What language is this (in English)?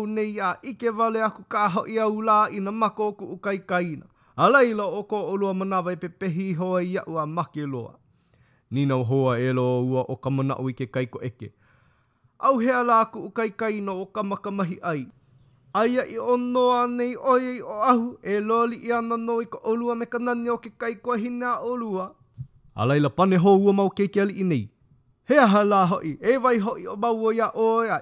Hawaiian